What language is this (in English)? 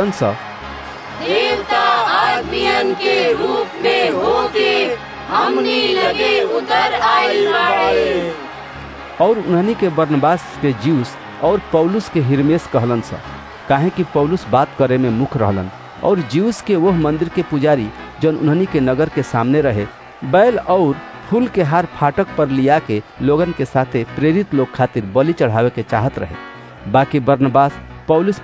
Bhojpuri